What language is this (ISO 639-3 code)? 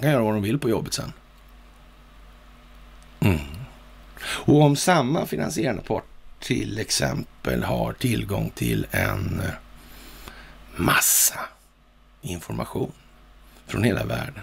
swe